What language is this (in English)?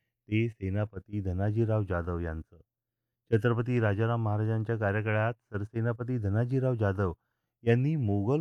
Marathi